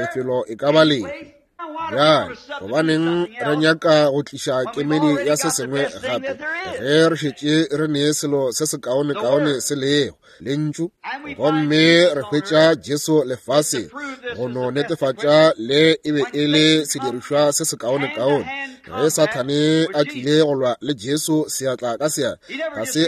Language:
Northern Sotho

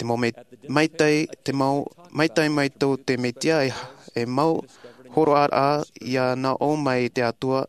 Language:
Tahitian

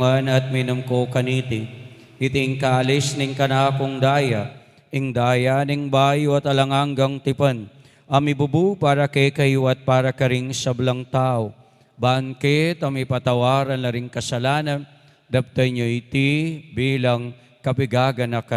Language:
Pampanga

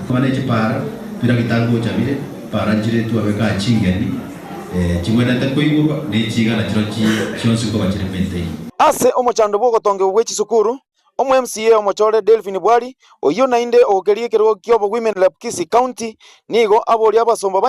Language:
Gusii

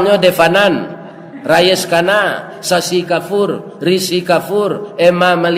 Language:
Minangkabau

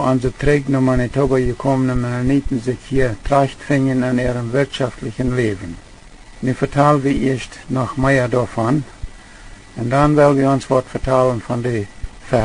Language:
Plautdietsch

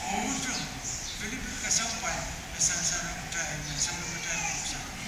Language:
Pohnpeian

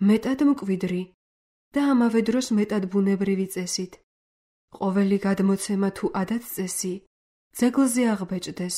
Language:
Georgian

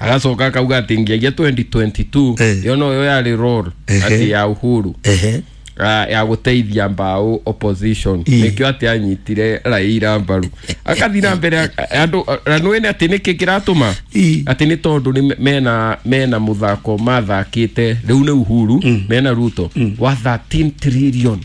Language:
Kikuyu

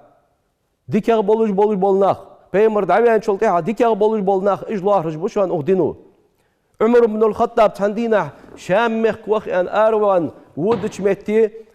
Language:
Ingush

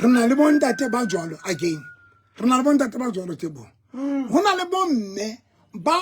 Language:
Southern Sotho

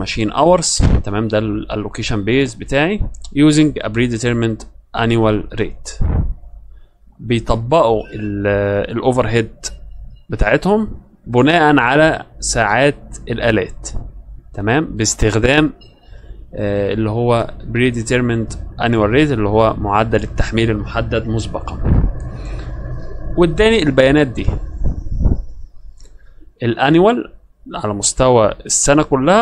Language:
Egyptian Arabic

